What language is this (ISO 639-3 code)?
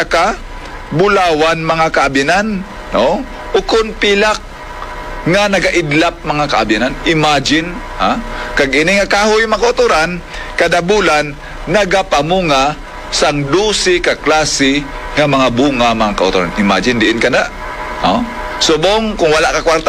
hil